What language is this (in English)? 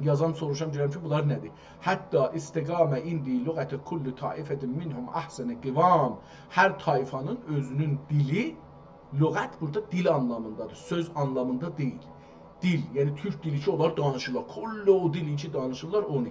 South Azerbaijani